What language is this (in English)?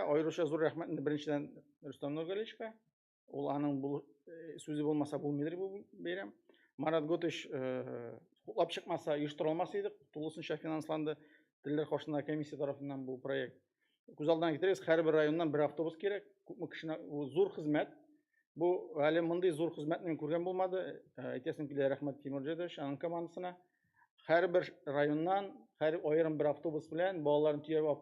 Tatar